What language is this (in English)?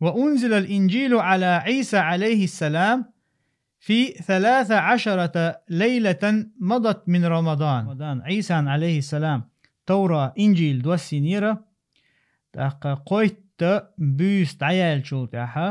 Chechen